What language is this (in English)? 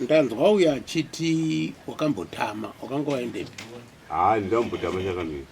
Shona